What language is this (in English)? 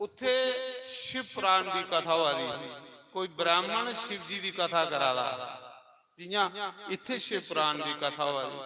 Dogri